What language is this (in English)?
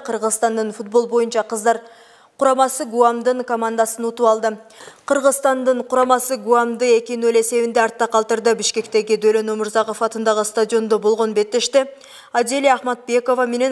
Kyrgyz